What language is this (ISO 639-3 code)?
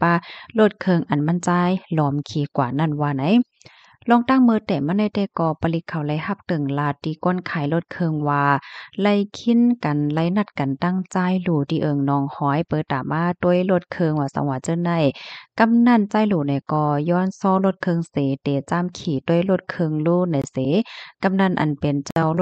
shn